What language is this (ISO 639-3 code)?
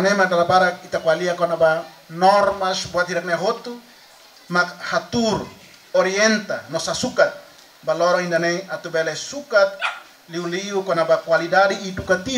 tet